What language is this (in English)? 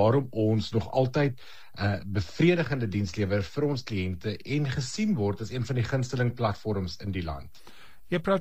Afrikaans